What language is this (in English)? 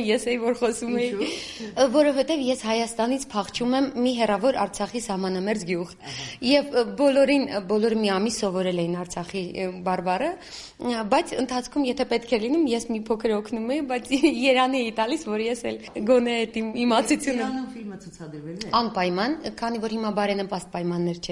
Armenian